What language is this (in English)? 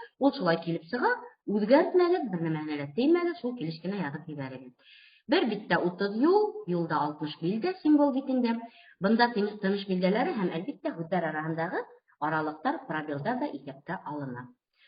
Bashkir